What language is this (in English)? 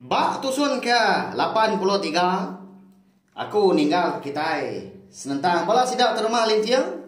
Iban